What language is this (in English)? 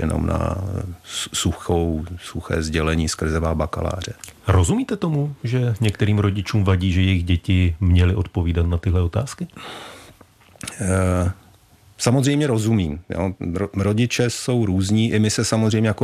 Czech